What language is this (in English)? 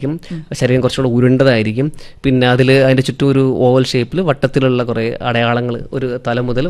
Malayalam